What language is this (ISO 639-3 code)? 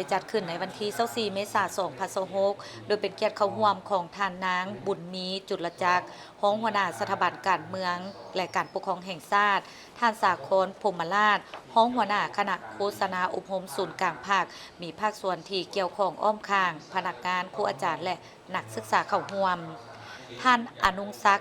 lao